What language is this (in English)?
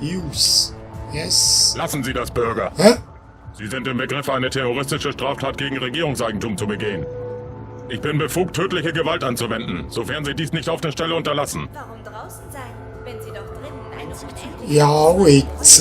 Swiss German